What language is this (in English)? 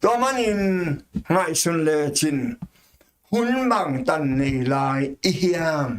Tedim Chin